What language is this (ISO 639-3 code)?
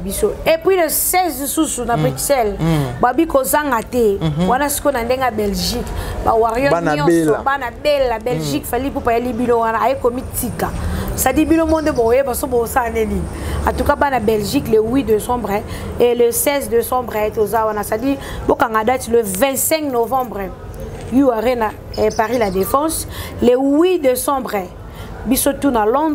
lin